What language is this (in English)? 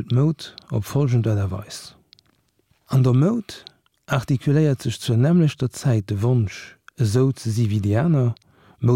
Luxembourgish